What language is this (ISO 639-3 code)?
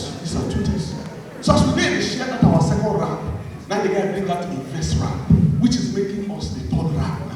pcm